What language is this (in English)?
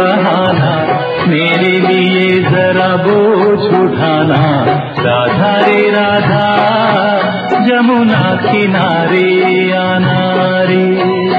Hindi